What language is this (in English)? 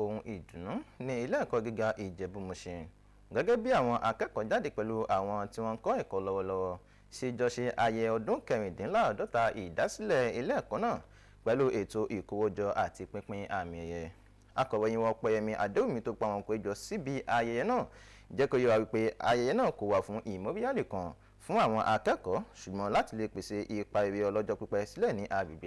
Yoruba